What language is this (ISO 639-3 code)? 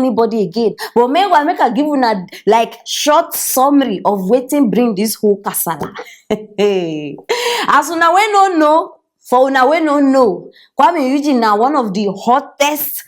pcm